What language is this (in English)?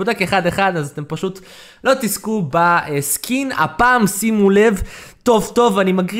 Hebrew